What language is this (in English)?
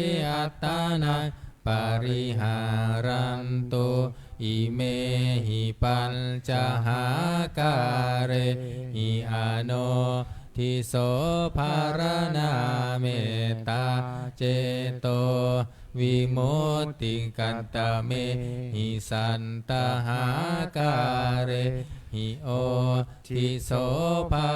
Pali